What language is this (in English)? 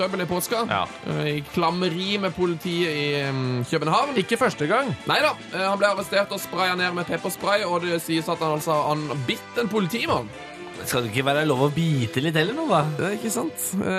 Norwegian